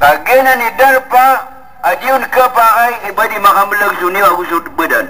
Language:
Maranao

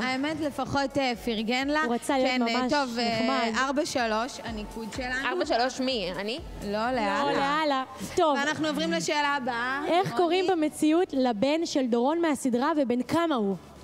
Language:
Hebrew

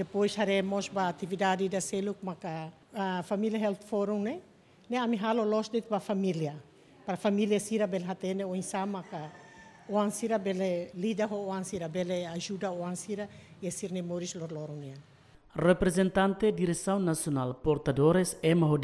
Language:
Tetum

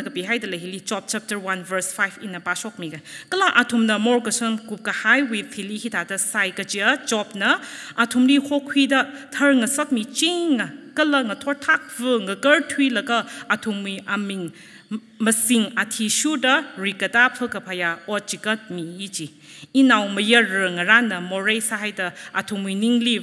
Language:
Tangkhul Naga (India)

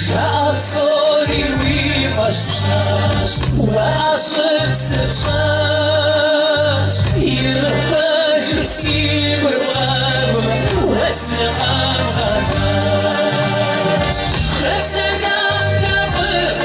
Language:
Kabardian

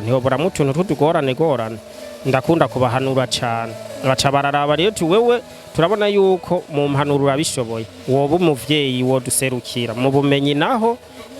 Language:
Rundi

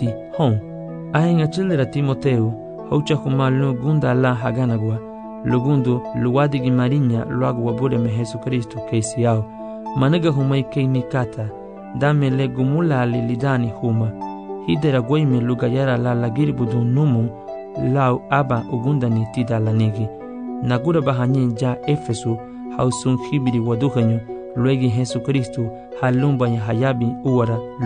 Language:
Garifuna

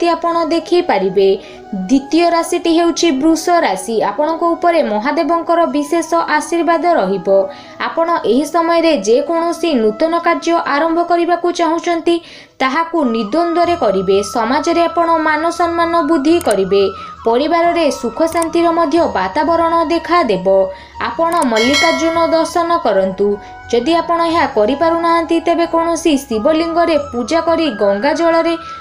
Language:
Odia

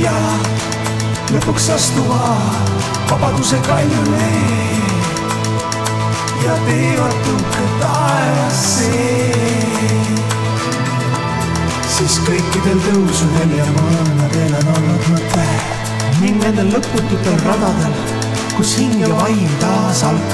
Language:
Estonian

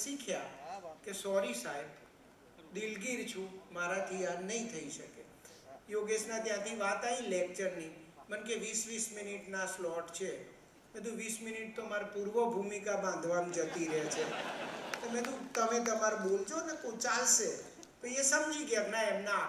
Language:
Gujarati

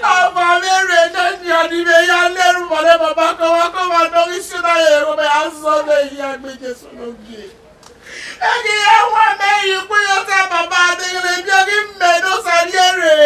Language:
Bini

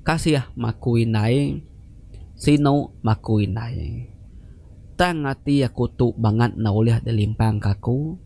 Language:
Iban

